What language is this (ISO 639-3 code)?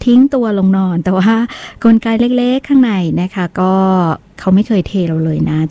tha